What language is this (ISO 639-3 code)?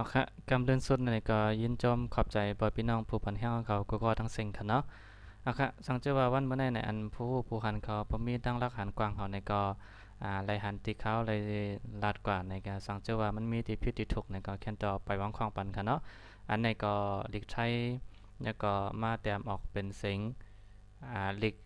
shn